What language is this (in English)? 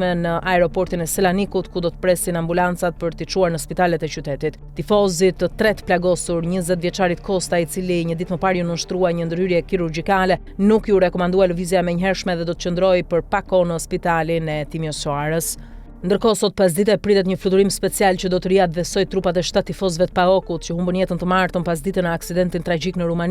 Albanian